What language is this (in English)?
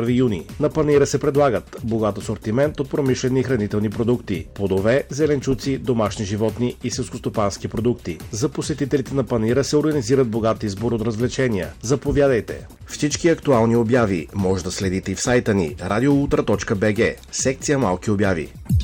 Bulgarian